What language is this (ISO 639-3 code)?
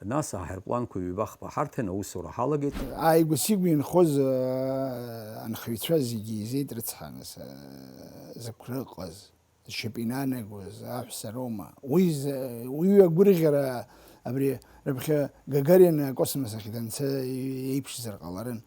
abk